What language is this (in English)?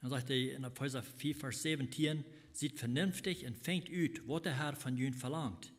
Plautdietsch